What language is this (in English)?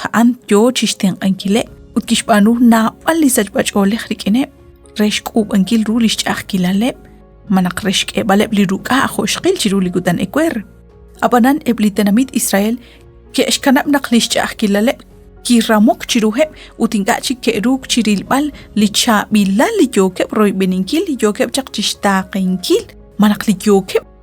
Kekchí